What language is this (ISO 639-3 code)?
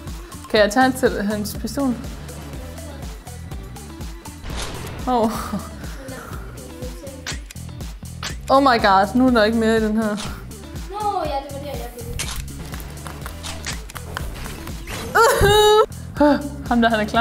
dan